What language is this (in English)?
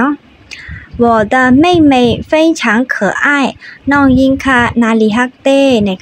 Shan